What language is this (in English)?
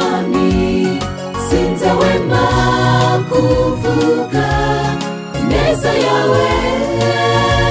Kinyarwanda